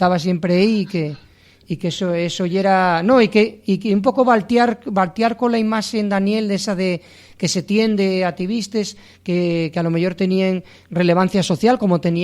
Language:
Asturian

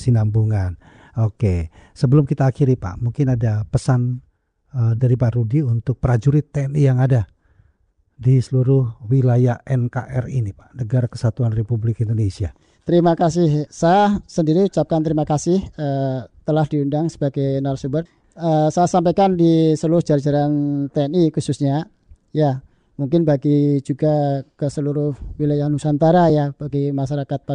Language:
Indonesian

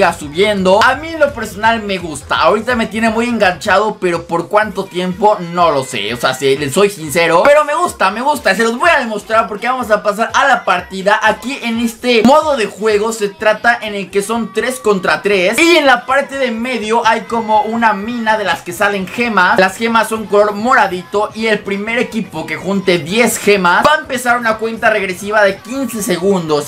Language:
Spanish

